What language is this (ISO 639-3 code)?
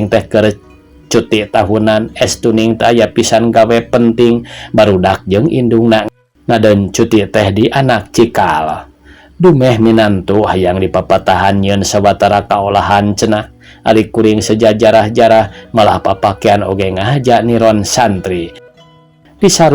sun